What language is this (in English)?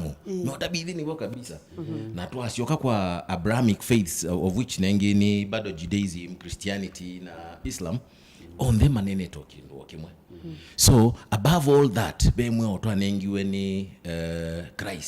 Kamba